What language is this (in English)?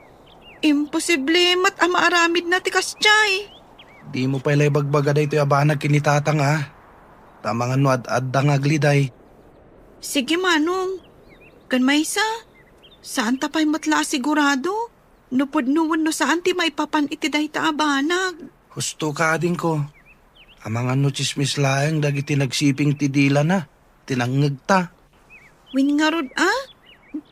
Iloko